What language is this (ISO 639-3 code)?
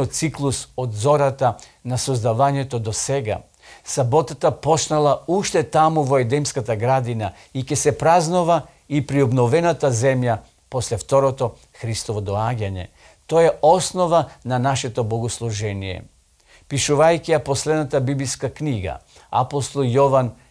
mkd